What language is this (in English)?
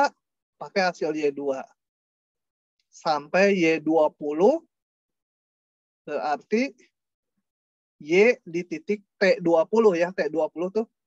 Indonesian